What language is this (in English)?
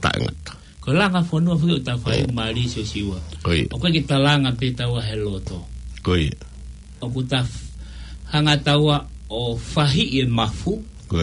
Tongan